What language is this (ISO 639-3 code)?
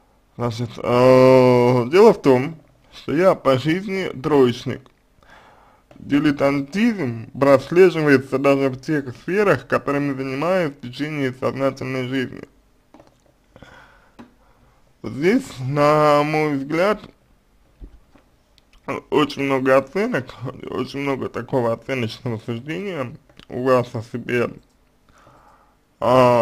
rus